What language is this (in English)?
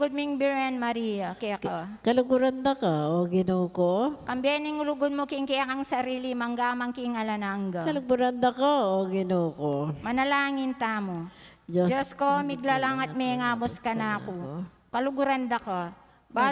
Pampanga